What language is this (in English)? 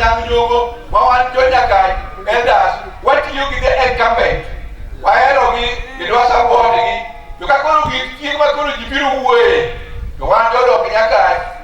Luo (Kenya and Tanzania)